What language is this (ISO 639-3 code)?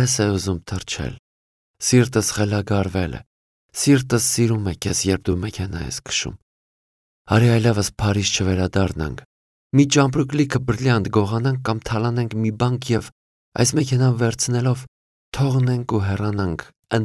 hye